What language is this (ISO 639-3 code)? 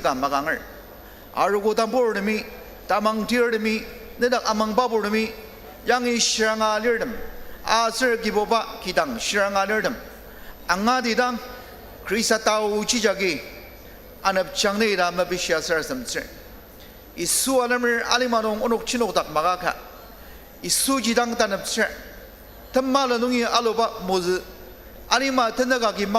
njo